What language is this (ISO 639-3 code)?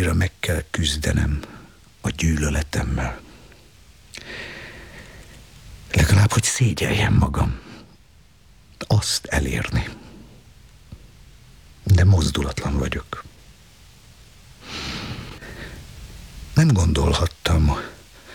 hun